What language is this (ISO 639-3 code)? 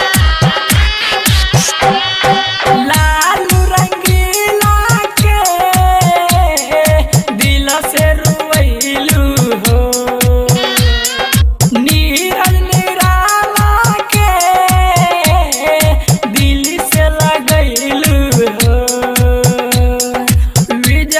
bho